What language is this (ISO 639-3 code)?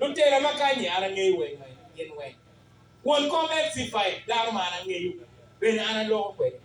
ach